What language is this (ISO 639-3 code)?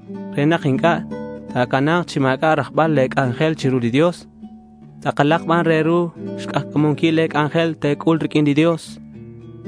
kek